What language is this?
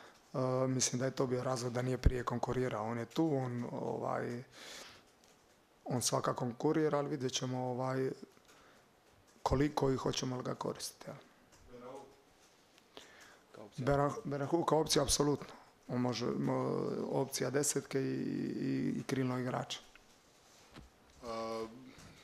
Croatian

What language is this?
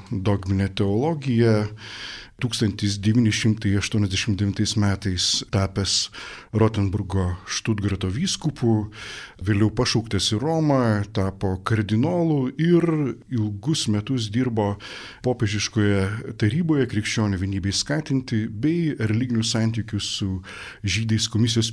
Lithuanian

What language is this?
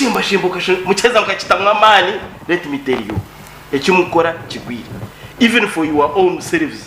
Nyankole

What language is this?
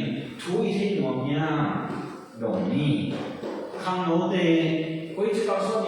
Tedim Chin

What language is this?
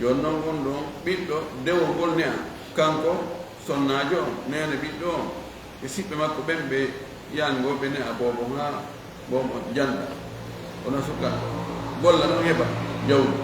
Fula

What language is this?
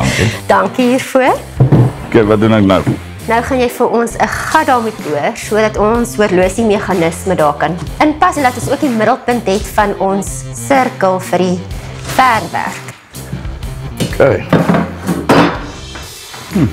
Afrikaans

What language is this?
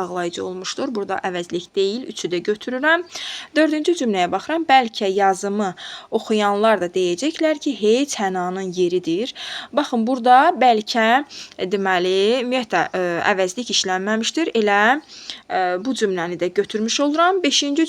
Azerbaijani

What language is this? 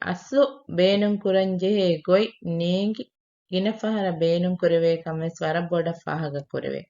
Divehi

